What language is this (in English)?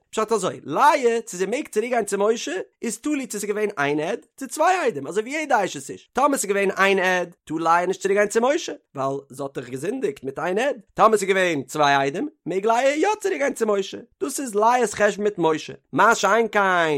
Yiddish